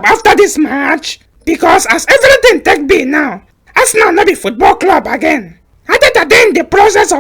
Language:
Nigerian Pidgin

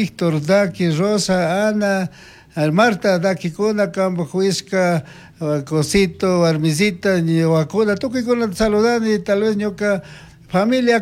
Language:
Chimborazo Highland Quichua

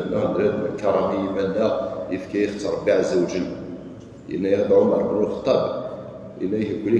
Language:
Kabyle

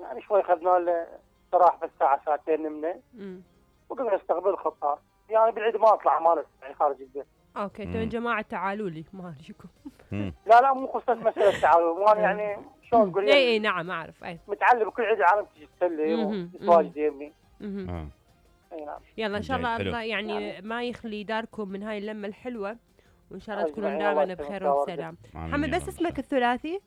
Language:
Mesopotamian Arabic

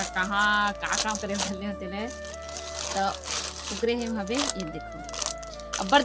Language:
Chhattisgarhi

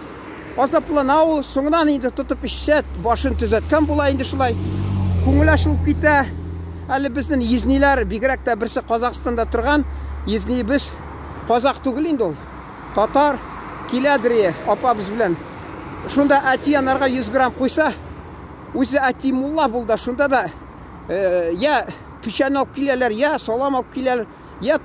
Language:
Tatar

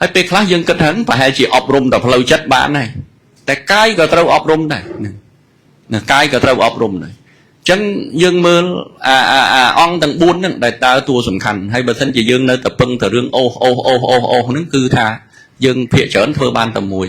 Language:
Khmer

